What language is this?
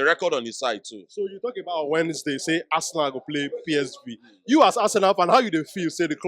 Nigerian Pidgin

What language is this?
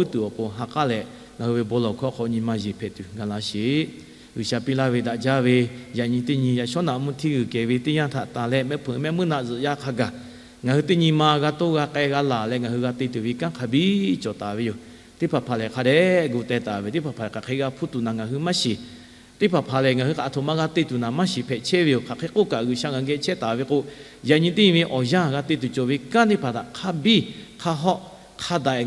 Lahu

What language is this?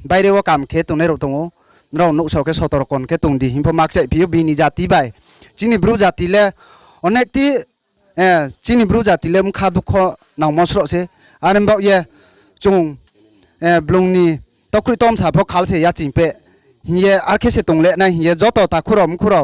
Riang (India)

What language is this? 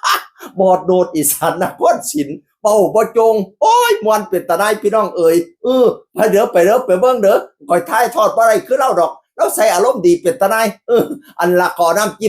Northeastern Thai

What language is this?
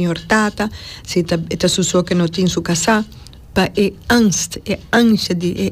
Papiamento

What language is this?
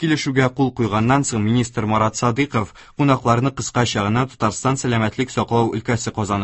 Tatar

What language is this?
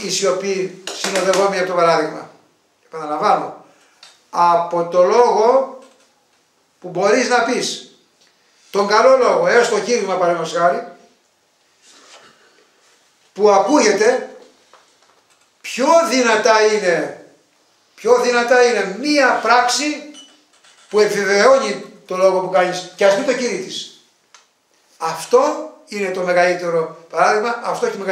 Greek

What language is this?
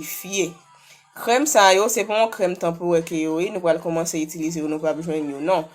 Haitian Creole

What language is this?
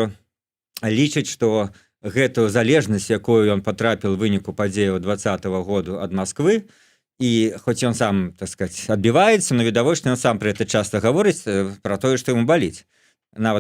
Belarusian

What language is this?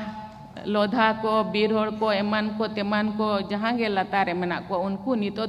Santali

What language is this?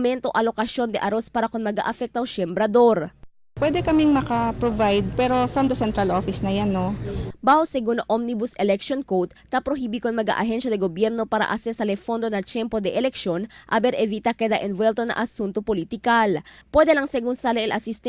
Chavacano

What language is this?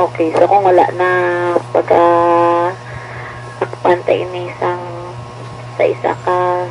Hiligaynon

